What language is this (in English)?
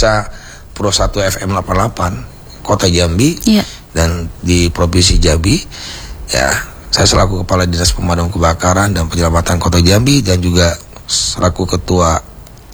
Indonesian